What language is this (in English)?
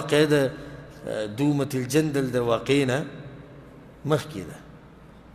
Pashto